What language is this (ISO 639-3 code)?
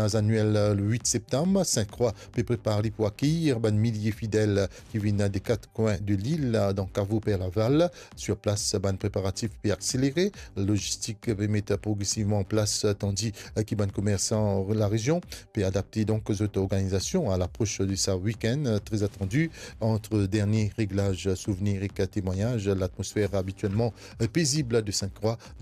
mfe